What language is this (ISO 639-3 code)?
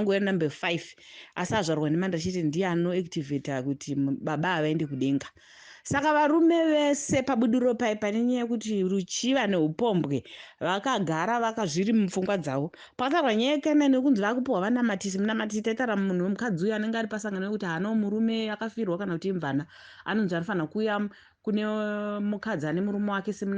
sna